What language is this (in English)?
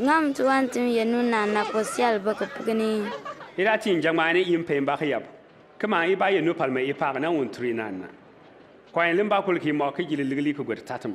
Bimoba